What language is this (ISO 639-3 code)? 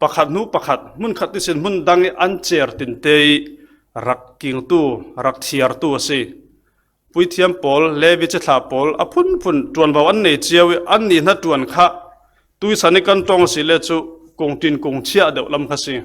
cfm